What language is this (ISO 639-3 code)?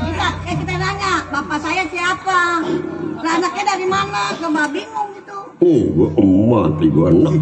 bew